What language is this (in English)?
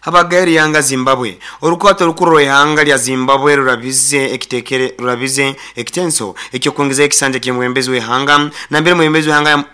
Nyoro